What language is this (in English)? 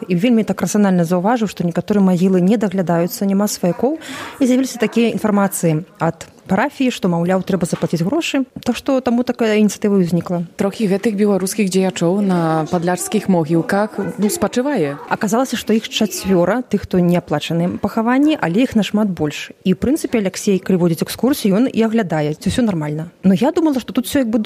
Belarusian